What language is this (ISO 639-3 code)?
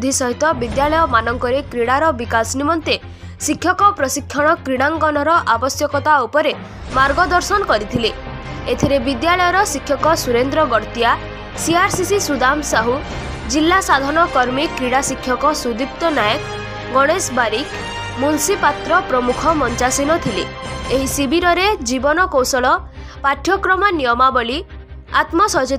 ori